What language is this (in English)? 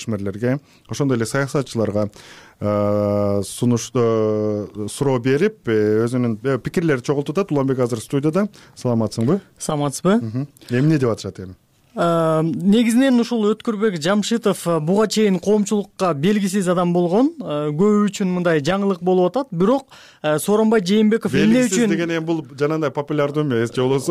Kyrgyz